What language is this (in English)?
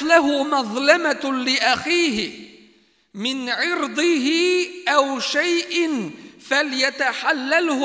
Bosnian